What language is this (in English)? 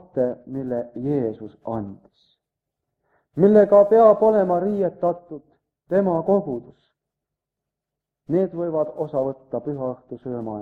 Estonian